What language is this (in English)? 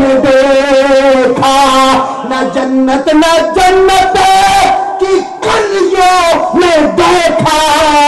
Urdu